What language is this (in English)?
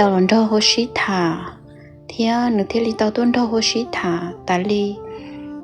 Hmong